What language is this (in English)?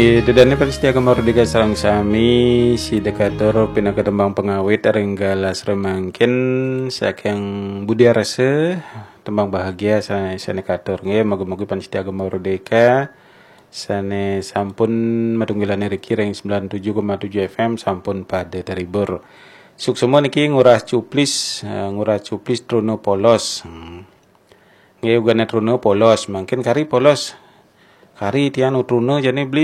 Balinese